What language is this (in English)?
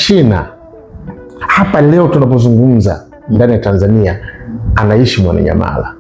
Swahili